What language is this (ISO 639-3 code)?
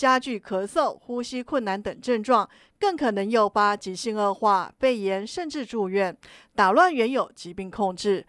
zho